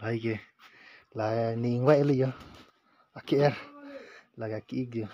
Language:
Karbi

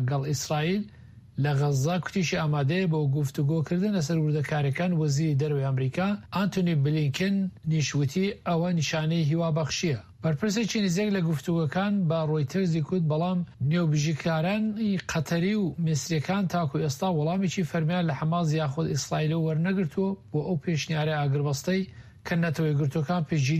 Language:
Central Kurdish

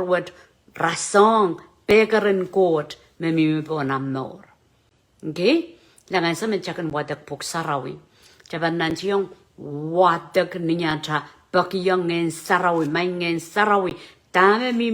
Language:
Pohnpeian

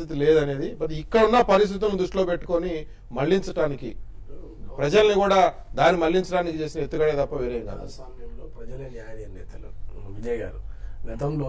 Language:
Telugu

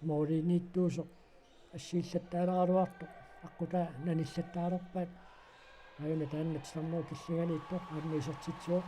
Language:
Kalaallisut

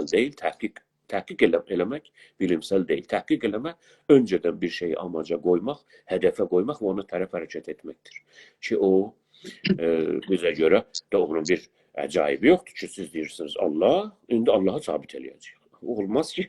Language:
South Azerbaijani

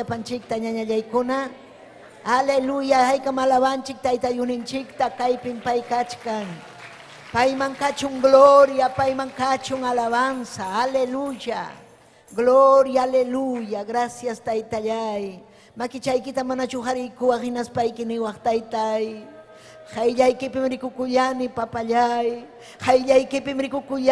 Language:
Ayacucho Quechua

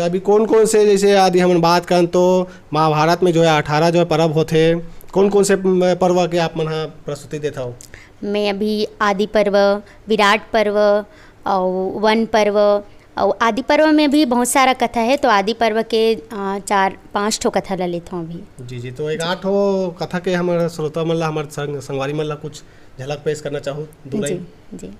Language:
Chhattisgarhi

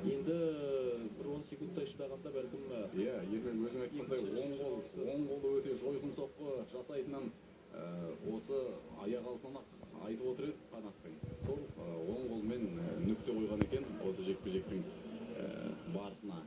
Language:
Kazakh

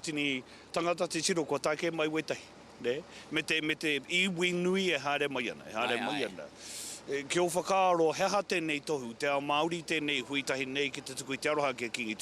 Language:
Māori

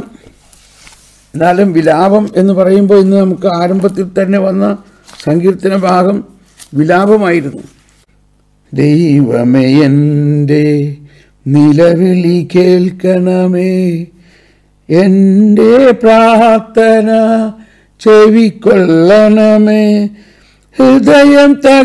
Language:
Malayalam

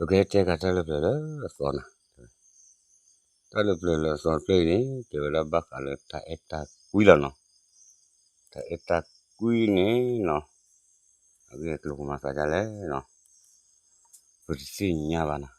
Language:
S'gaw Karen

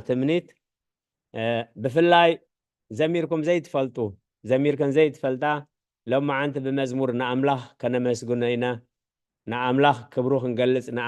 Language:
Tigrinya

